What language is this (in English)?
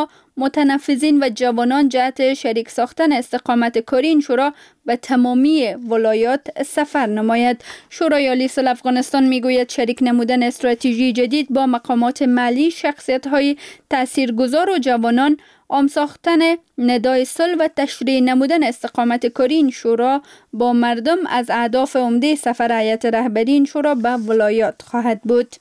Persian